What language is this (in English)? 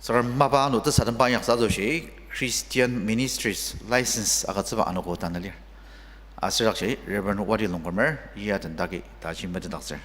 Ao Naga